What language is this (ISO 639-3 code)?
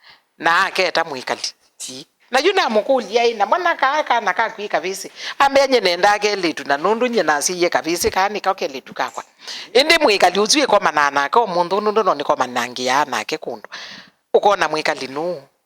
kam